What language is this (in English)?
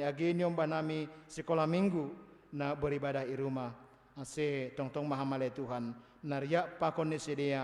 Batak Simalungun